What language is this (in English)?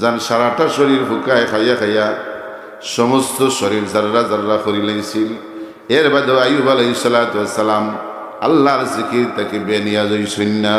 Sylheti